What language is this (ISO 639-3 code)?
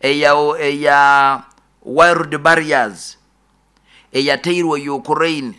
nyo